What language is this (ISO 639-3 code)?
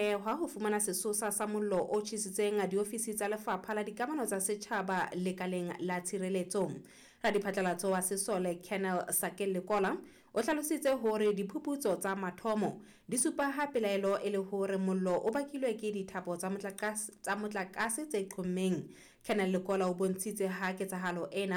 sot